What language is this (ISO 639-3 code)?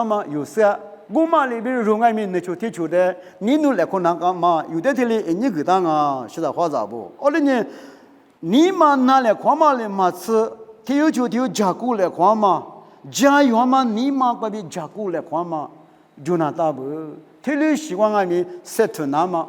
lis